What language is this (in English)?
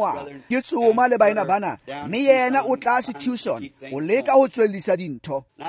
Tswana